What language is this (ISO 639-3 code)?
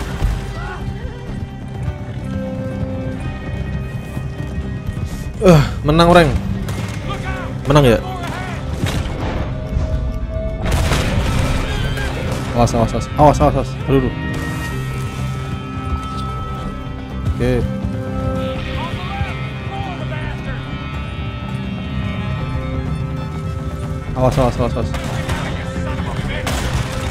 ind